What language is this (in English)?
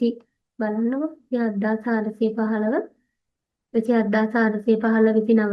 Sinhala